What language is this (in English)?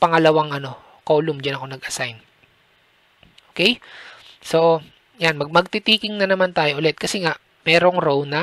Filipino